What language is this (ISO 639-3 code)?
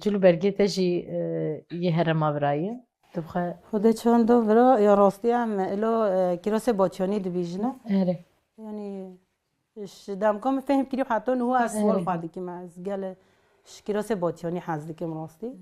kur